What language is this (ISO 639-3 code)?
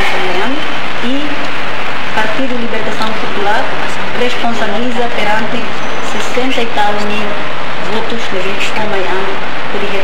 tet